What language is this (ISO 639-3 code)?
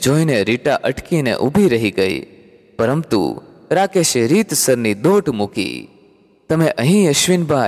guj